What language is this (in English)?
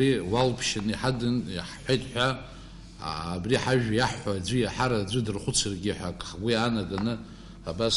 Abkhazian